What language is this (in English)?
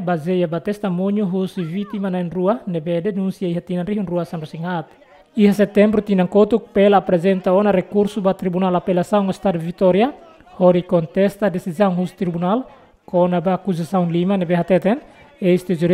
Tetum